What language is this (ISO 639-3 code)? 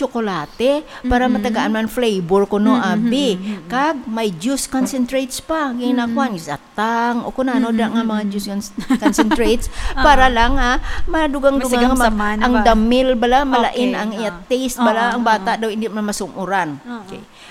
hil